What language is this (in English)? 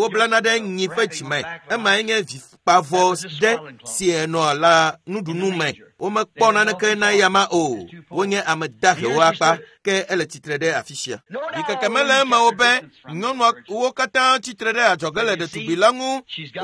Ewe